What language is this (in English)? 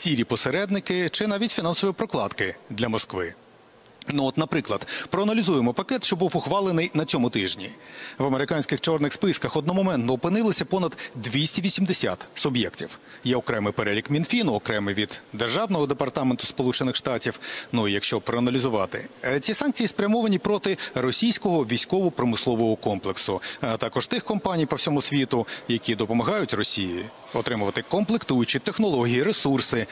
Ukrainian